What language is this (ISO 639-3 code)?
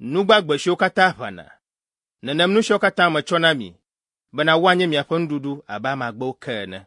ewe